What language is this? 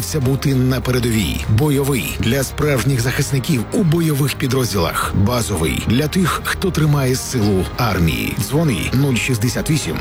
Ukrainian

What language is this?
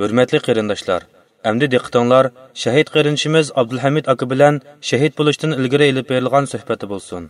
Uyghur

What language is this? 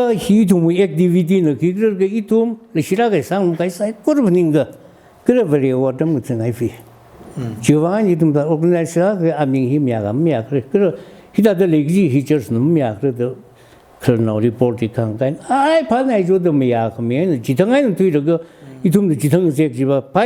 Tangkhul Naga (India)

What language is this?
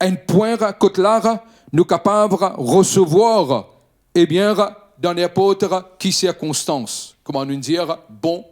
Morisyen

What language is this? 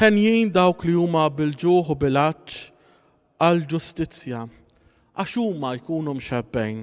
Maltese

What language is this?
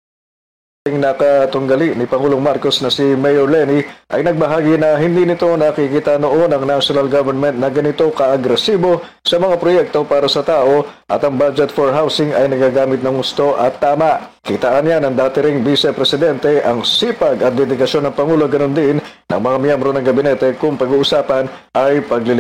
Filipino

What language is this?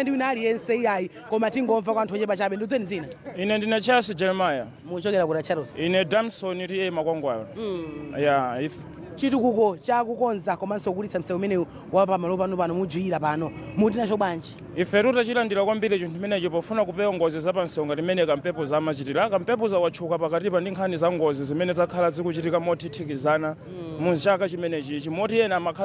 Nyanja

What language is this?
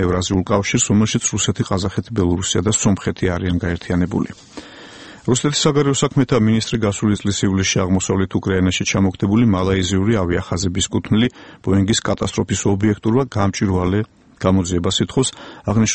Georgian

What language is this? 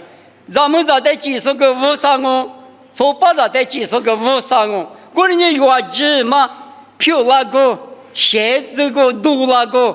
Lisu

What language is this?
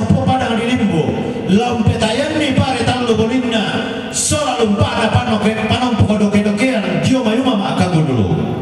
Toraja-Sa'dan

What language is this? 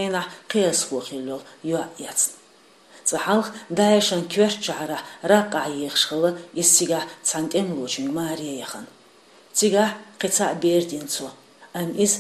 Chechen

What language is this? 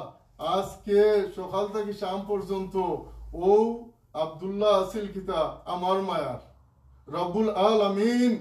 Sylheti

